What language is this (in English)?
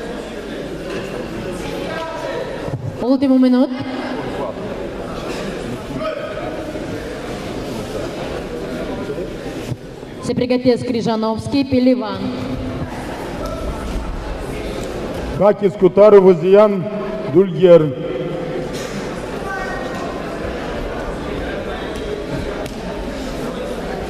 Romanian